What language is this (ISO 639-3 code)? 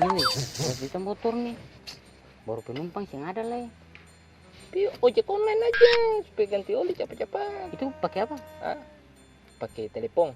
abs